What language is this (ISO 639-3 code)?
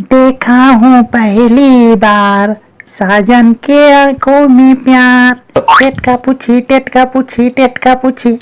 hne